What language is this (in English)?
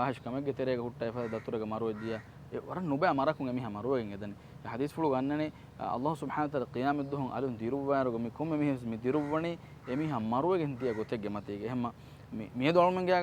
Divehi